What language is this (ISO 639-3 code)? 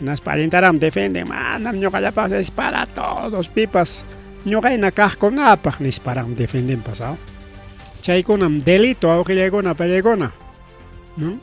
quy